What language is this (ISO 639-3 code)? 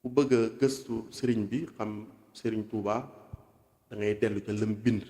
wol